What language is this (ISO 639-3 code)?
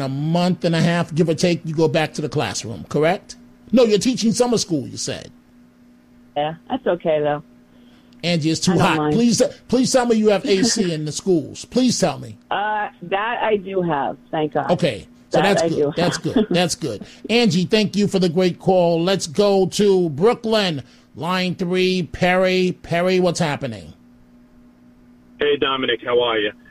eng